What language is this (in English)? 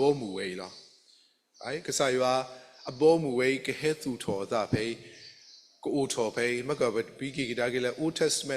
S'gaw Karen